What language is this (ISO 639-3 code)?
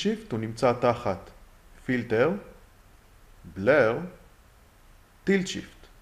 heb